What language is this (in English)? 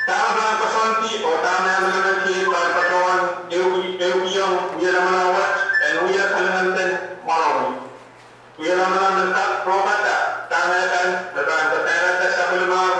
Pohnpeian